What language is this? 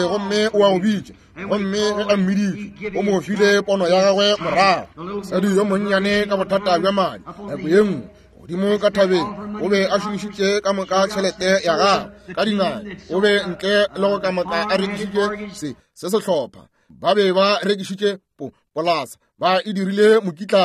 Northern Sotho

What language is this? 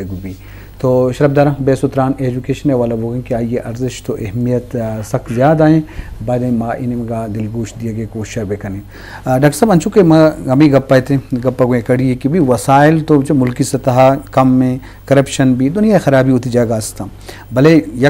Eastern Balochi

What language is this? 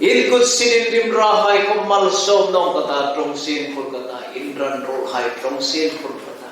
Hmar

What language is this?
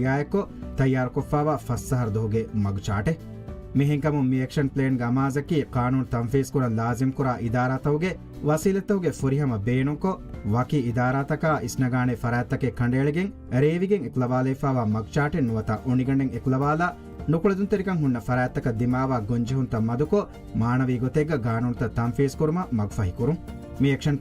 Divehi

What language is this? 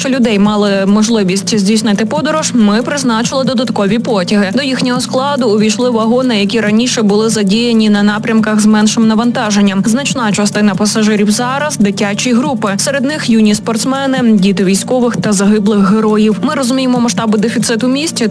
Ukrainian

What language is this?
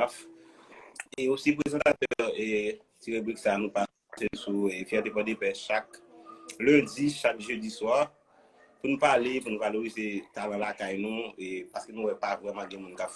Haitian Creole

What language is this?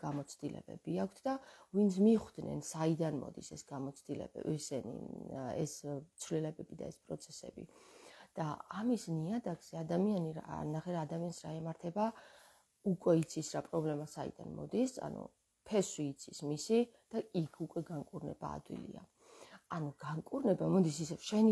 Georgian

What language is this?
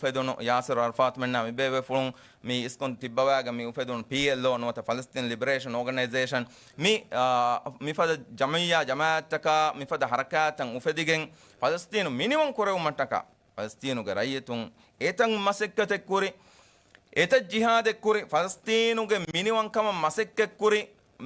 Divehi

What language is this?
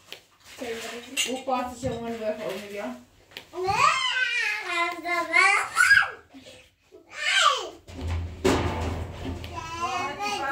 Persian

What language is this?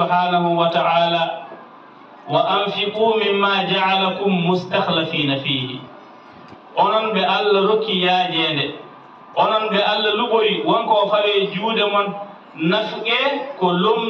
Fula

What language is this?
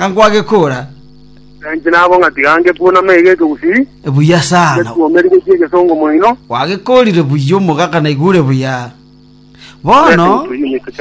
Gusii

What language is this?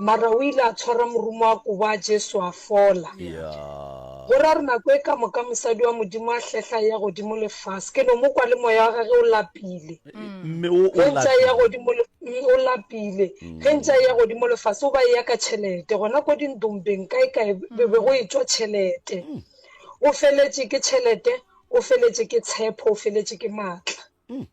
Northern Sotho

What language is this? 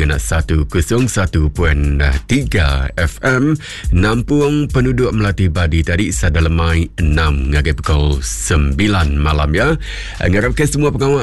Iban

